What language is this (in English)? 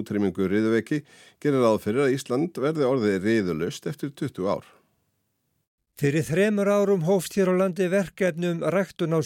Icelandic